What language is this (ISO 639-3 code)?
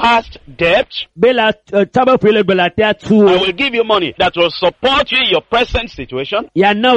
ewe